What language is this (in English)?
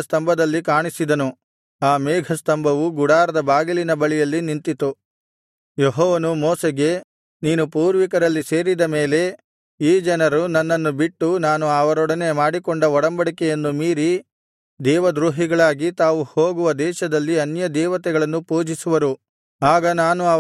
Kannada